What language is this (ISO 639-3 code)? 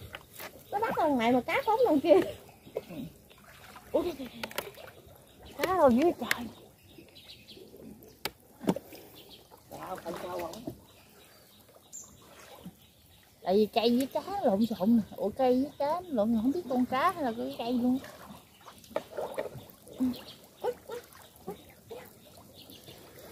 vie